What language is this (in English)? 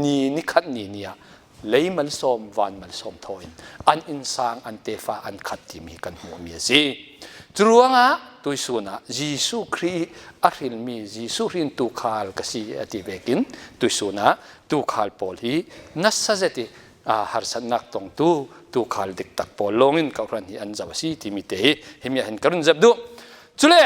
Falam Chin